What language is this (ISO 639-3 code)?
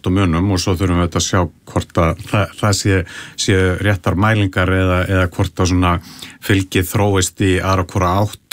isl